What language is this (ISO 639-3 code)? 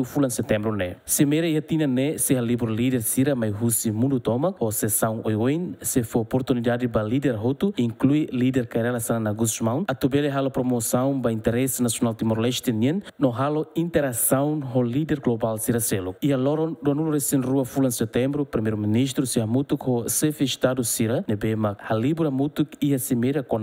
tet